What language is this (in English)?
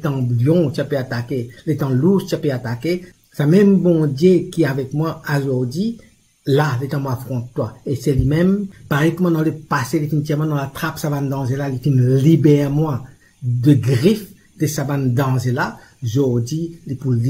Morisyen